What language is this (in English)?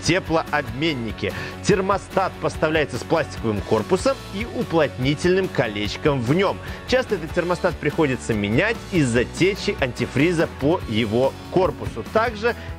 Russian